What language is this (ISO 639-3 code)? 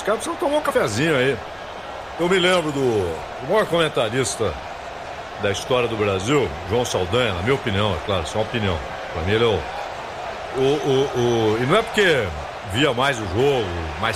por